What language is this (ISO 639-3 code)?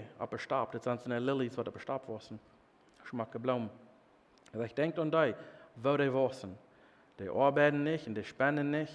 pdt